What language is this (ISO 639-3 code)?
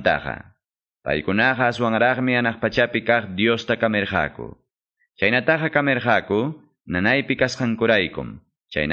que